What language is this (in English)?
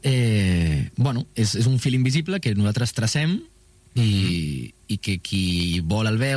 Catalan